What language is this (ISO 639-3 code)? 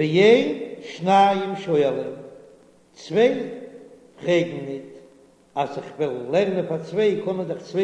yid